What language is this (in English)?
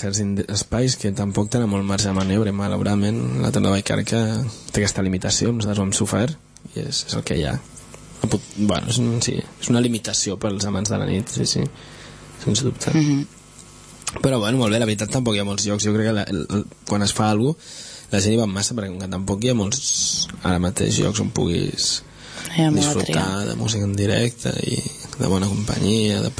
Catalan